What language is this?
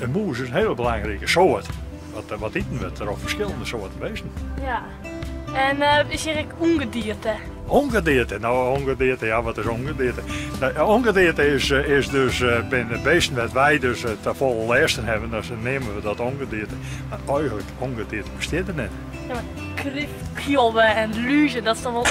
Western Frisian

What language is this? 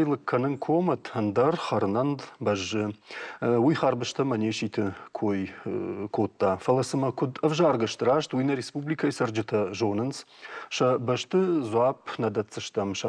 Ossetic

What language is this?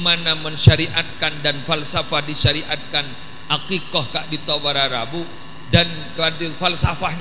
Madurese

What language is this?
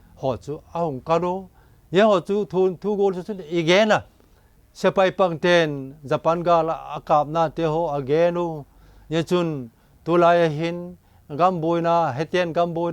Vaiphei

